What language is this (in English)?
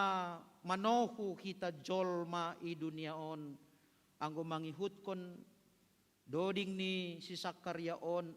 Batak Simalungun